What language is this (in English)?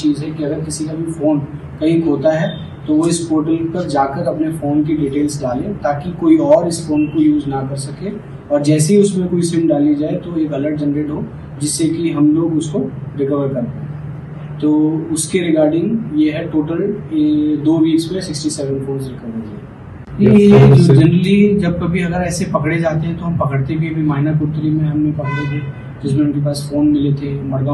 Konkani